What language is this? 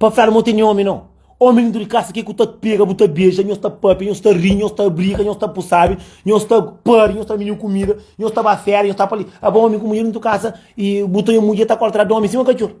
Kabuverdianu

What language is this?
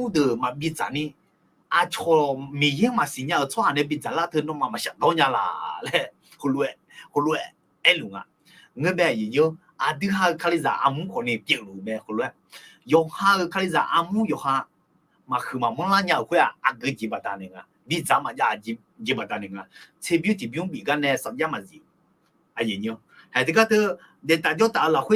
Akha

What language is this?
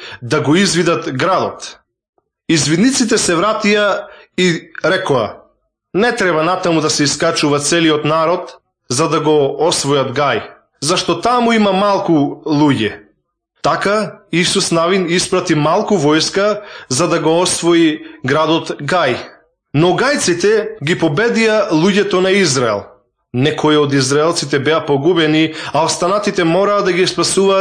Macedonian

